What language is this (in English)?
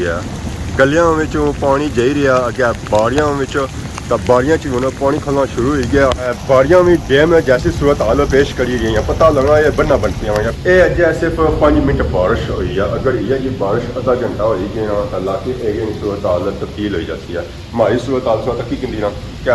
Pahari-Potwari